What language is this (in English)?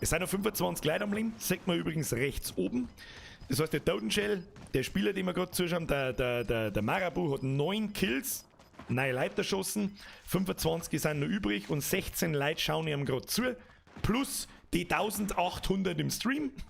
Bavarian